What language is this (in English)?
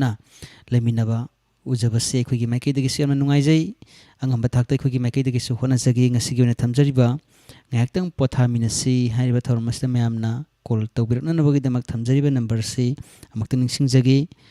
Manipuri